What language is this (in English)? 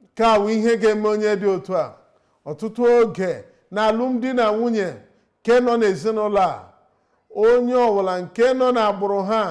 Igbo